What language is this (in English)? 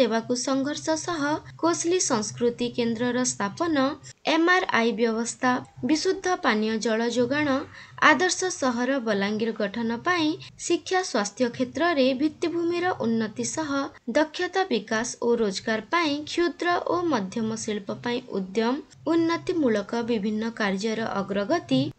Odia